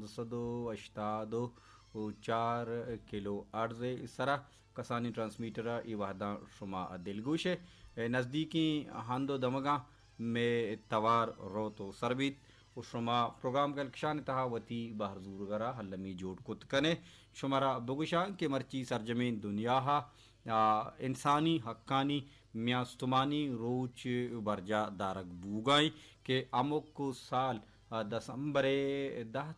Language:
Baluchi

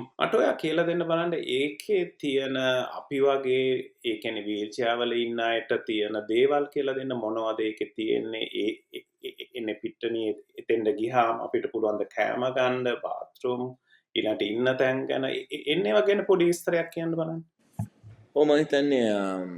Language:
Sinhala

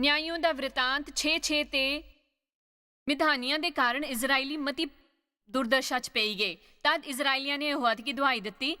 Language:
Dogri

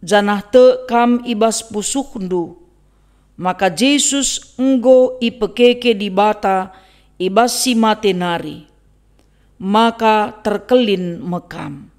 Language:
Batak Karo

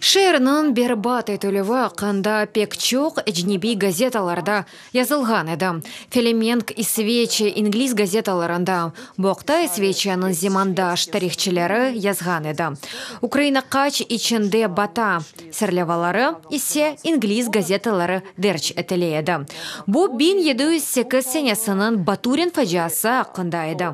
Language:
Crimean Tatar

